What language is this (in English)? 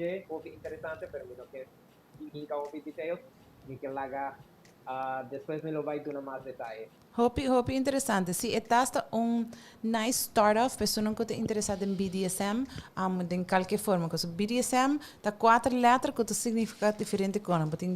Papiamento